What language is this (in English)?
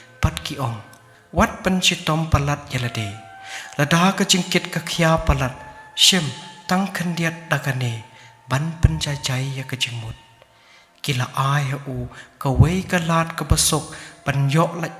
Khasi